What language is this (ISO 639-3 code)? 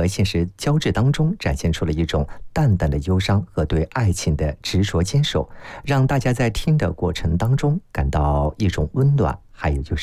zho